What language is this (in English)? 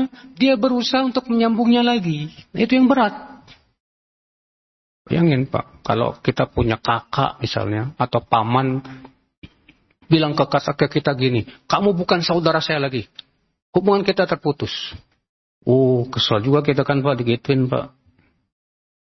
Indonesian